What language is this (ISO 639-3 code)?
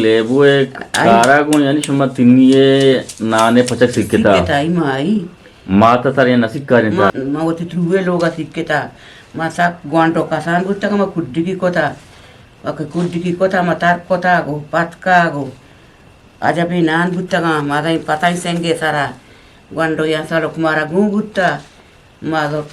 bgp